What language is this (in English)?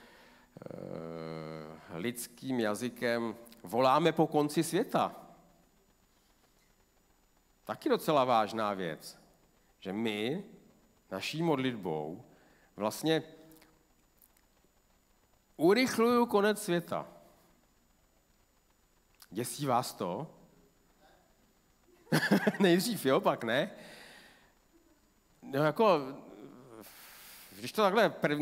Czech